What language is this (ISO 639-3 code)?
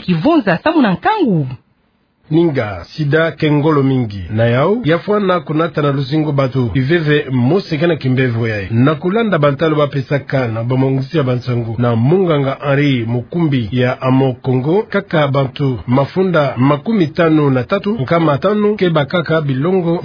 ktu